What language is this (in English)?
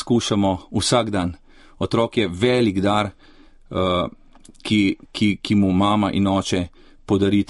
Slovenian